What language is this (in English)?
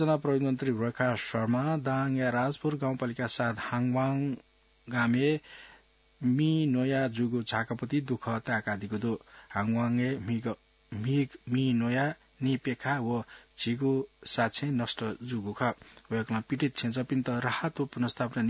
Newari